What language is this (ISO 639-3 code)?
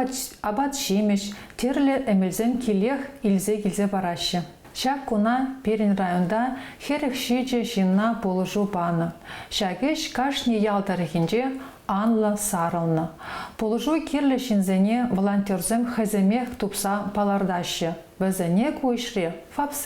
chv